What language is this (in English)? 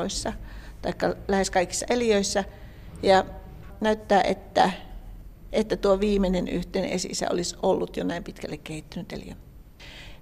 Finnish